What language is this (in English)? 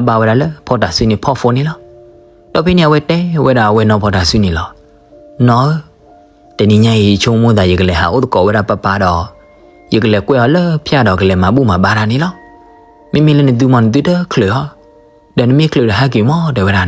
S'gaw Karen